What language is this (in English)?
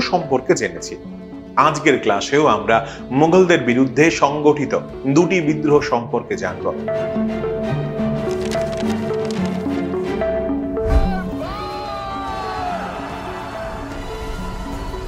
Bangla